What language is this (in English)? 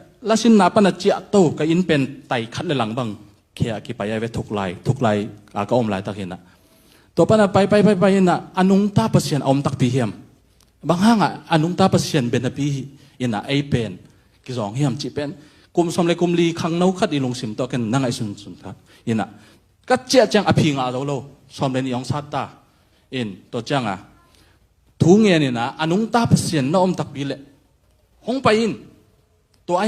Tedim Chin